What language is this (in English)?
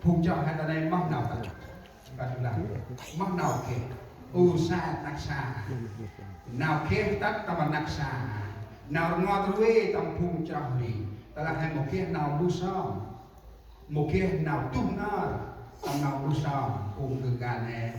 Central Mnong